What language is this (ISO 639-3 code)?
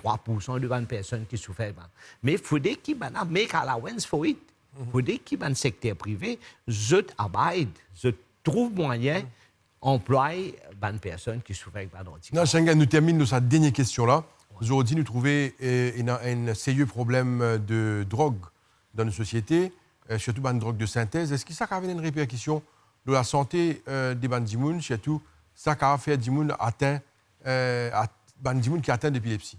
mfe